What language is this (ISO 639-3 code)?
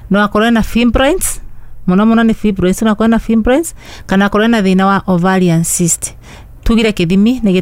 kik